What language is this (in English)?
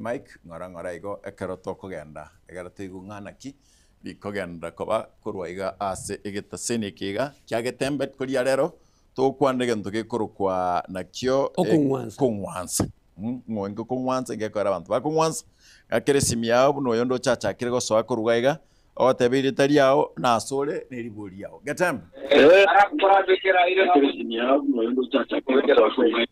Gusii